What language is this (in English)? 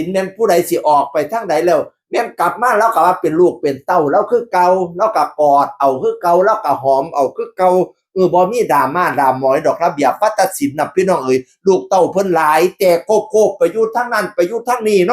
Northeastern Thai